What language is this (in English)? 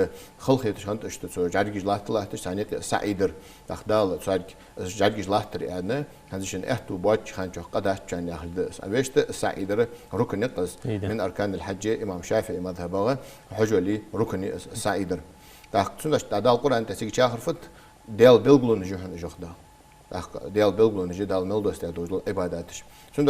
Ingush